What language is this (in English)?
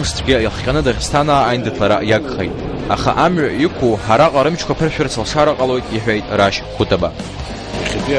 Abkhazian